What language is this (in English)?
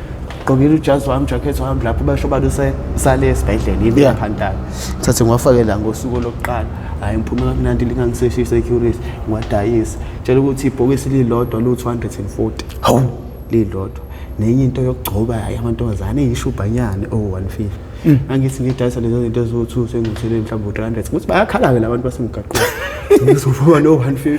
Zulu